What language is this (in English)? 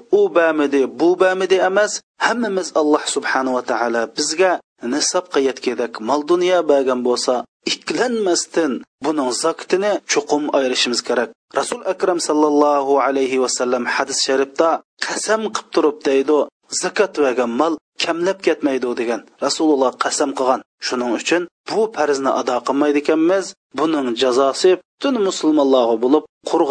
Uyghur